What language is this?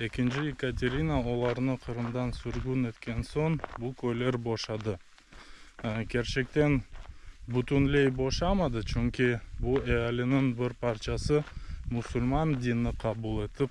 Crimean Tatar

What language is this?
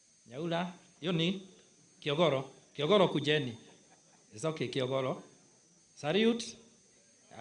Gusii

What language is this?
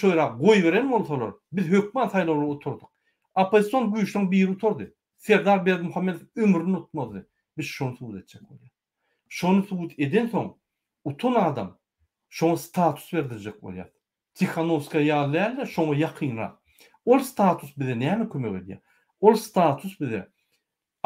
Turkmen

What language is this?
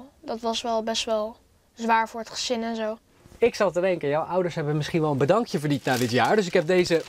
Dutch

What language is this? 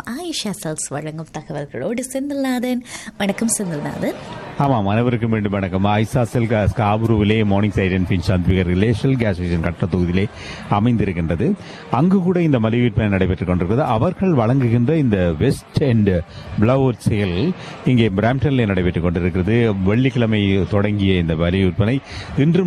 Tamil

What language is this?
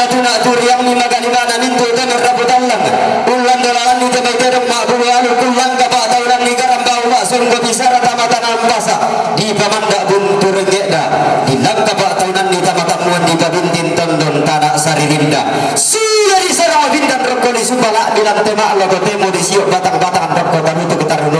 Toraja-Sa'dan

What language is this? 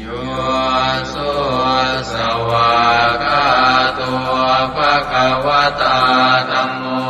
Pali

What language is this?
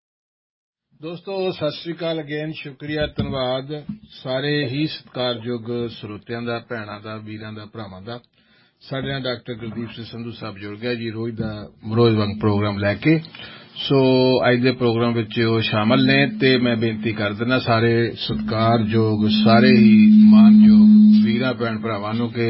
Punjabi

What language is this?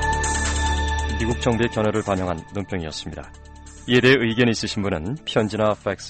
Korean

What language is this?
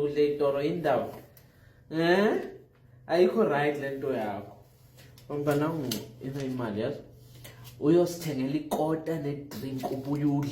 Zulu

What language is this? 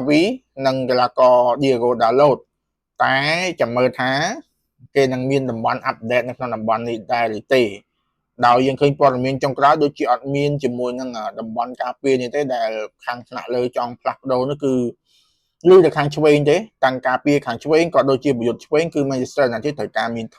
Khmer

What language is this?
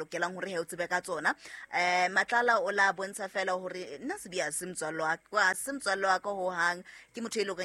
Southern Sotho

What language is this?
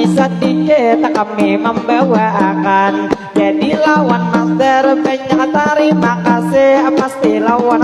Banjar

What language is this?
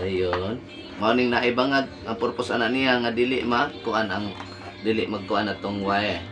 Cebuano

